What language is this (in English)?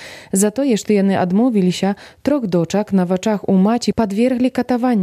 Belarusian